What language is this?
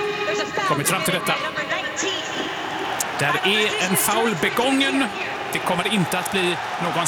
Swedish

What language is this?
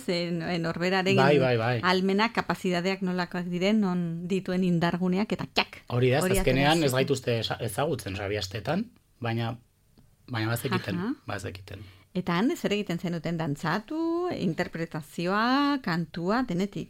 Basque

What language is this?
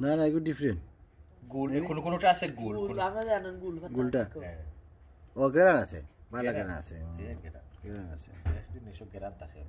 Sylheti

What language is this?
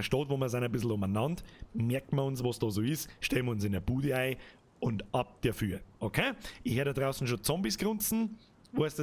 Bavarian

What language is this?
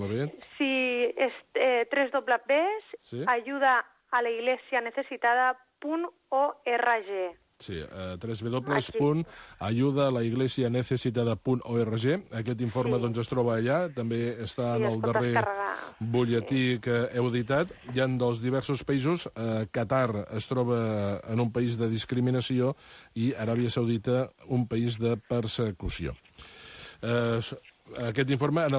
Catalan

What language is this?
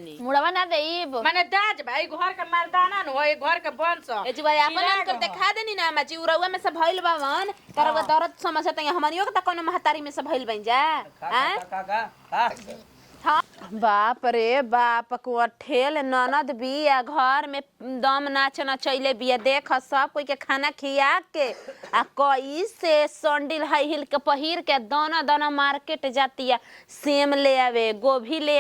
Bhojpuri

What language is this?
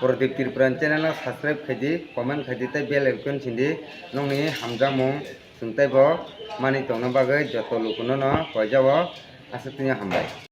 Kok Borok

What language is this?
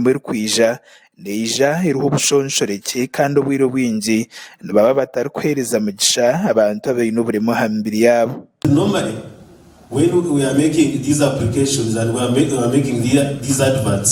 Nyankole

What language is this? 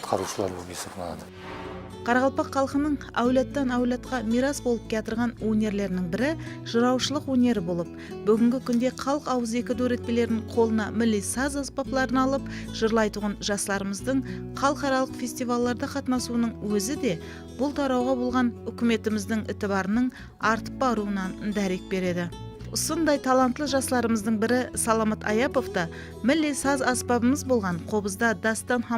Kara-Kalpak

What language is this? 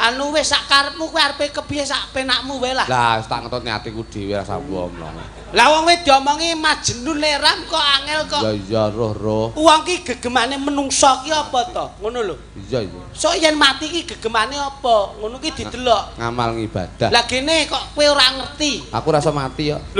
Javanese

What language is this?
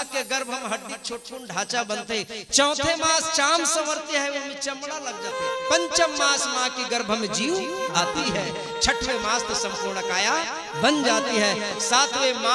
Chhattisgarhi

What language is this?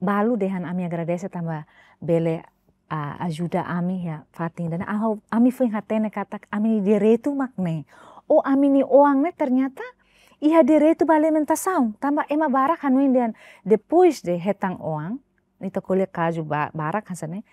Tetum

